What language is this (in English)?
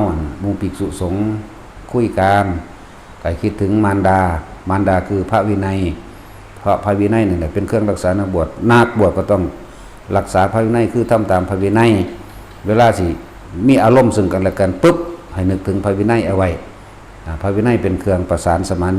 Northeastern Thai